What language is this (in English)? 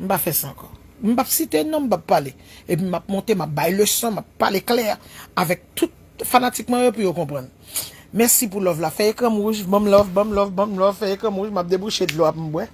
Haitian Creole